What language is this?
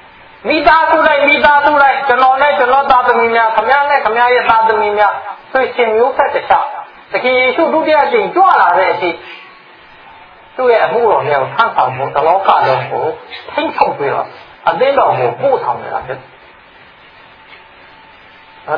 Burmese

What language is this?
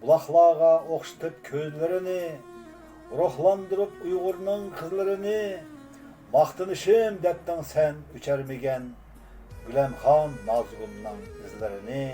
Uyghur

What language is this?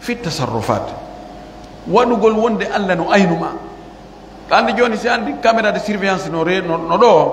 Pular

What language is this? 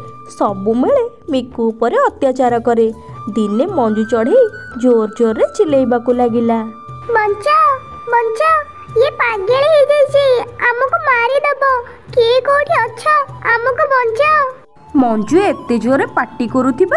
Odia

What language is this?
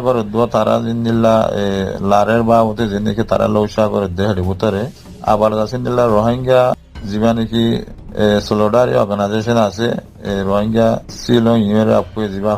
Rohingya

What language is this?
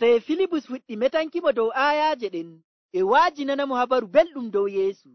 Nigerian Fulfulde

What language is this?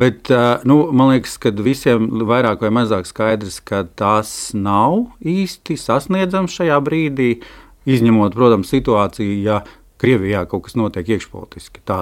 Latvian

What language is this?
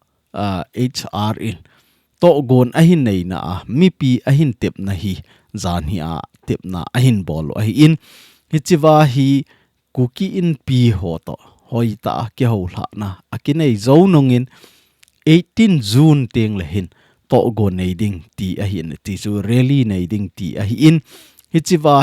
Thado Chin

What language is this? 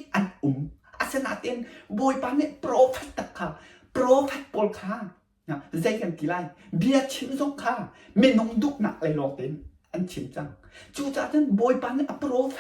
Hakha Chin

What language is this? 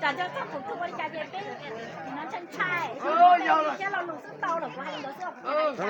Hmong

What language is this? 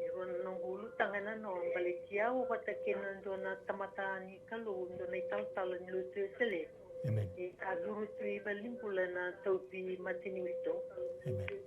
Fijian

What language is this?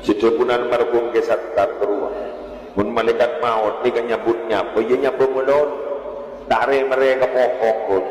Madurese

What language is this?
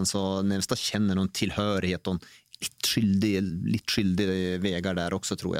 Norwegian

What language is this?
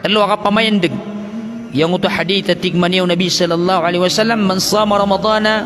Maranao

